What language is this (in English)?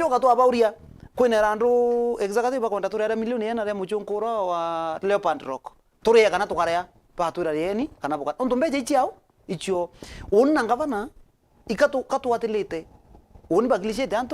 Meru